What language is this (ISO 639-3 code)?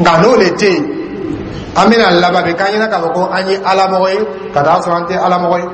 dyu